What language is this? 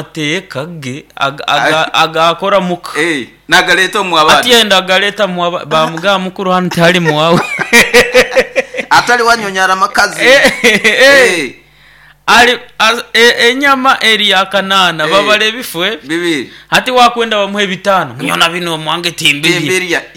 Nyoro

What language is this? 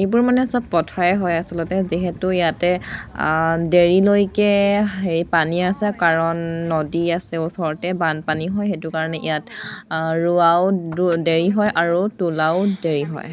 Assamese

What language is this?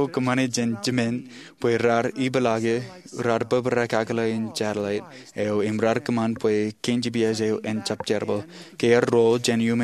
Marshallese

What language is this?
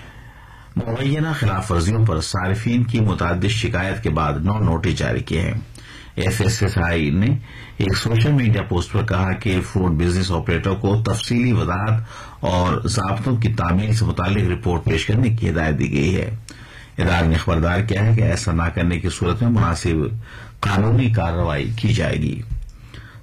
Urdu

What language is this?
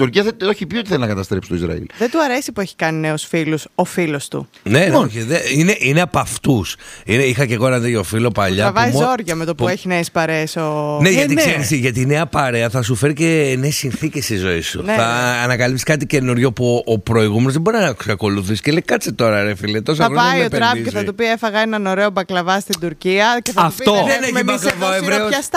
Greek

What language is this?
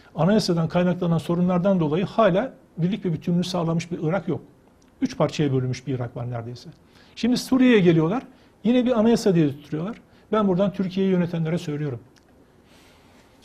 Turkish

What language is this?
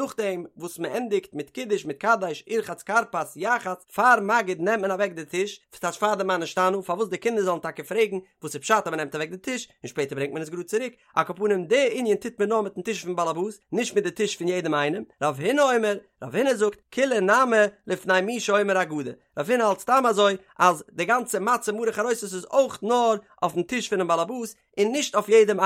Yiddish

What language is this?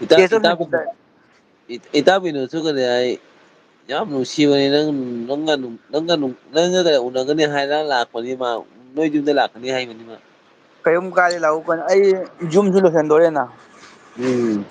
Manipuri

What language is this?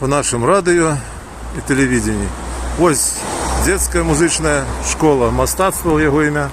Belarusian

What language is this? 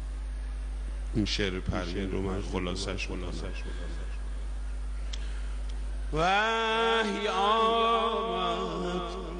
Persian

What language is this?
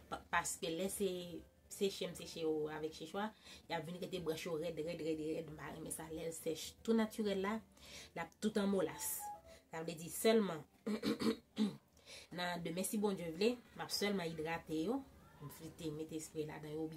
Haitian Creole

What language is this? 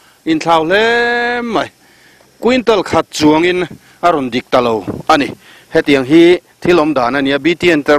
Mizo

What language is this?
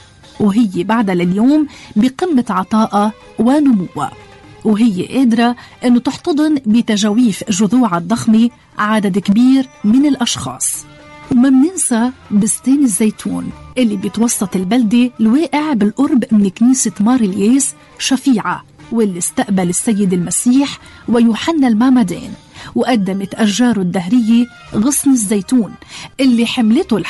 North Levantine Arabic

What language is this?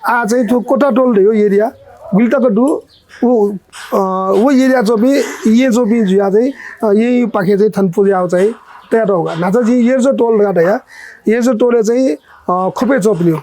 Newari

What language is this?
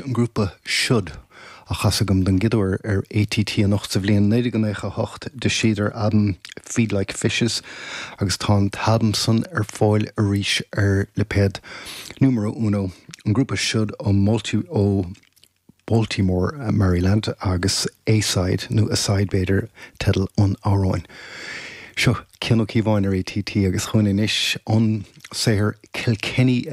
Irish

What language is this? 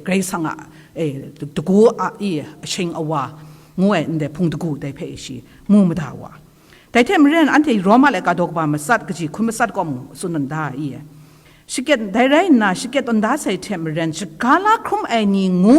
Kachin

